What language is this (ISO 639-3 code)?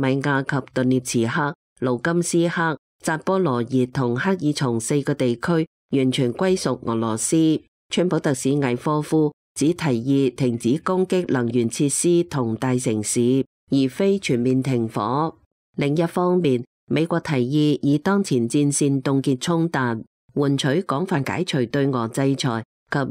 yue